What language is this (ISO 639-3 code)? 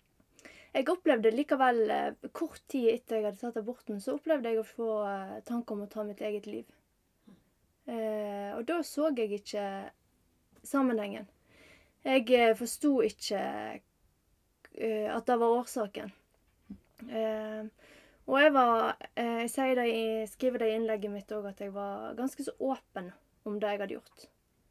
nor